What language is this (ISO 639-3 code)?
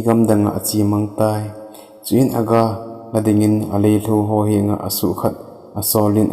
tcz